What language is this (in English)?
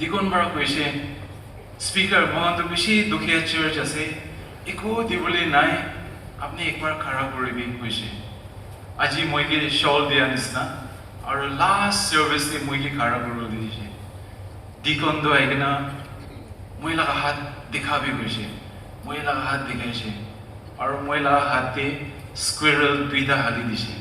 Naga Pidgin